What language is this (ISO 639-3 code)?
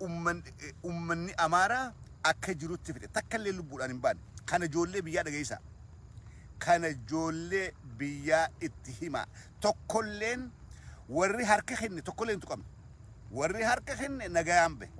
orm